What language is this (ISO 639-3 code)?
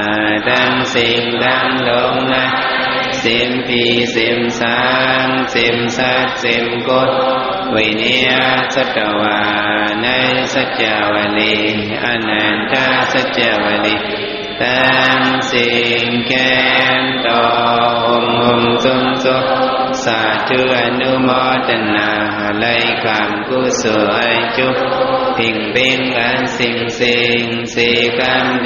shn